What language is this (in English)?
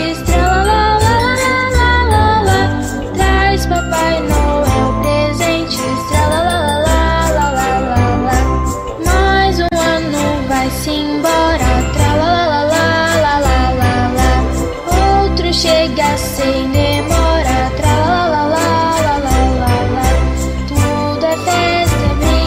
Portuguese